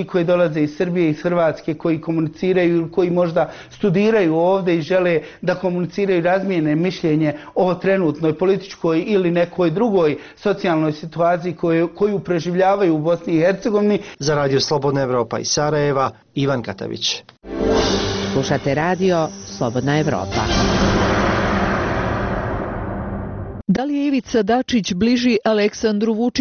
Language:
Bosnian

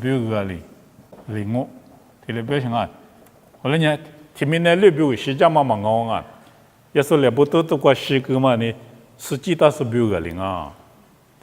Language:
Lisu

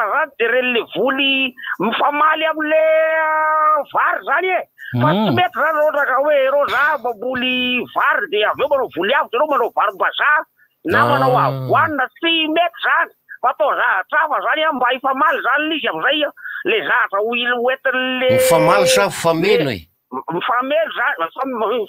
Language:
Malagasy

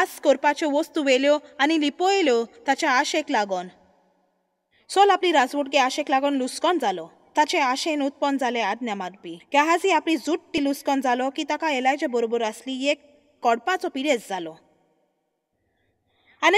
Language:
Konkani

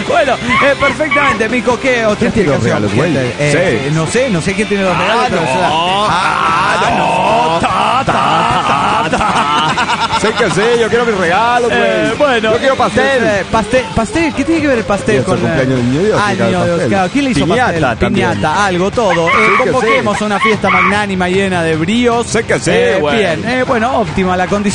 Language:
Spanish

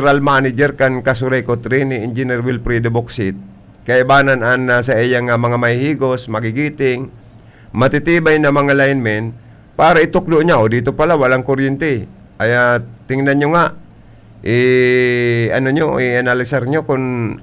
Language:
Bikol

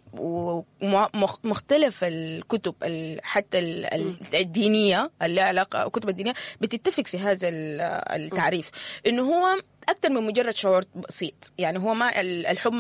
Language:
Sudanese Arabic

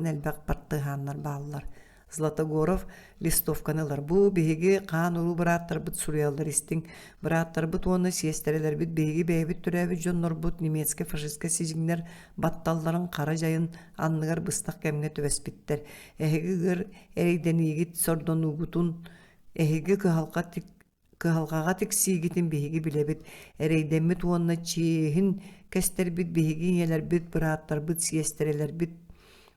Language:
Yakut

